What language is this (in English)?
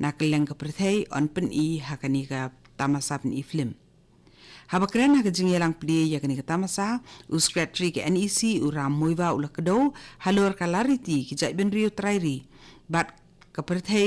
Khasi